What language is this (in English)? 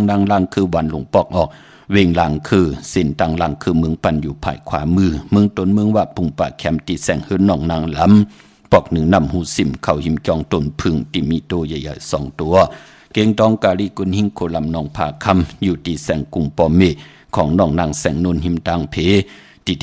Shan